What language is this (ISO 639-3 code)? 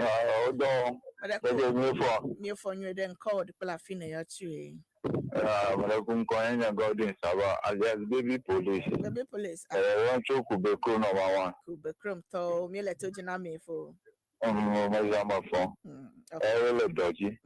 ewe